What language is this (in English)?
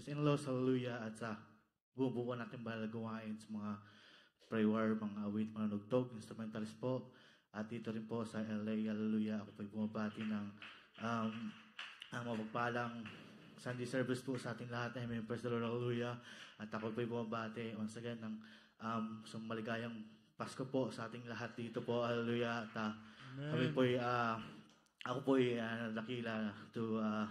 Filipino